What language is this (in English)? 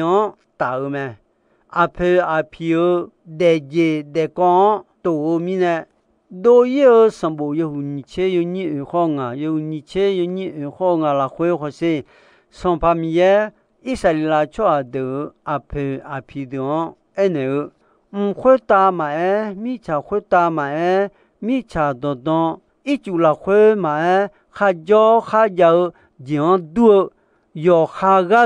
Akha